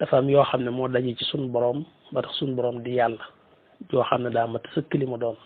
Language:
Wolof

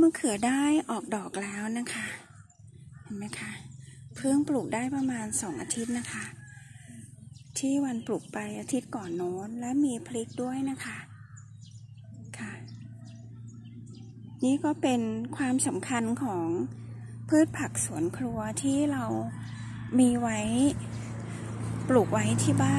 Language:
Thai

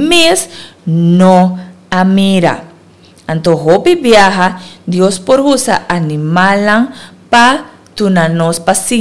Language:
Papiamento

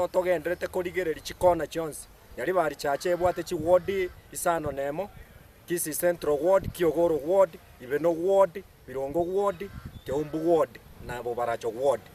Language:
Gusii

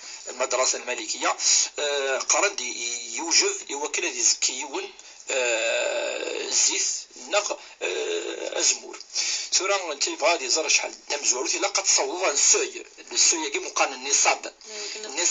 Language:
Kabyle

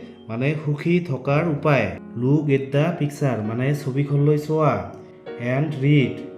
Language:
Assamese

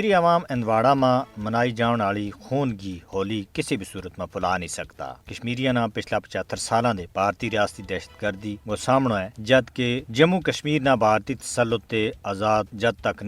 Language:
Gujari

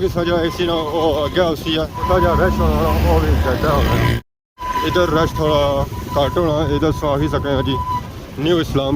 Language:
Pahari-Potwari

